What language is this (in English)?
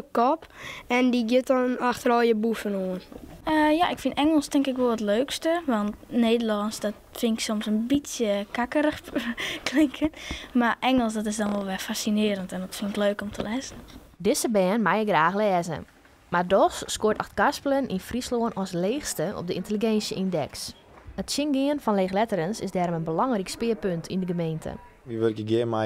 Western Frisian